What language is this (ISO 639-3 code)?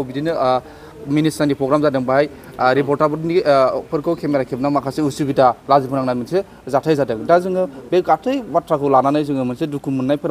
brx